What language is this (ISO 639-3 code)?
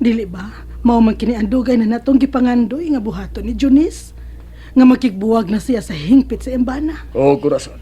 ceb